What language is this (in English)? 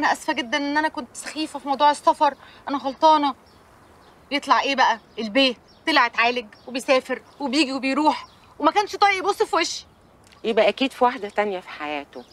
Egyptian Arabic